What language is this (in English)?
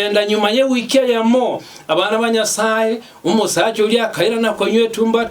Gusii